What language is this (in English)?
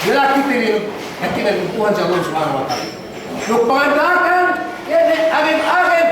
Yakan